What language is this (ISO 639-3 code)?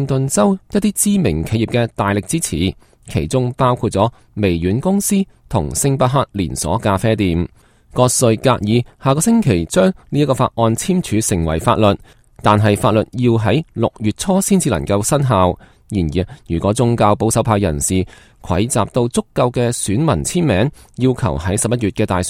yue